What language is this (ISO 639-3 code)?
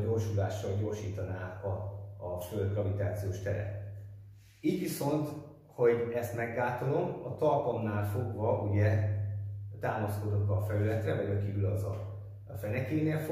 hun